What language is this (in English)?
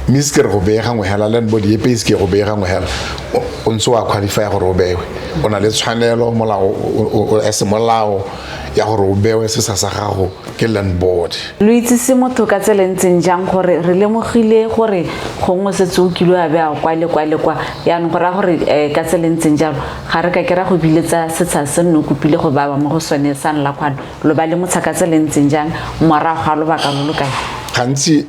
Tswana